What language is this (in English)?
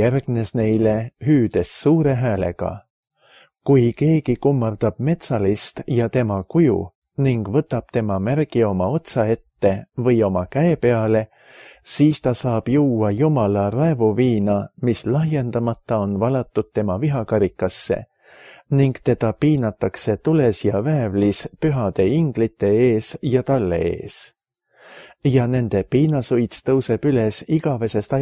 Estonian